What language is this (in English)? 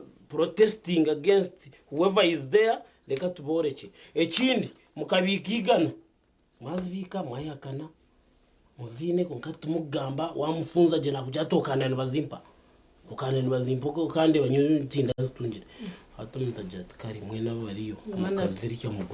Nyankole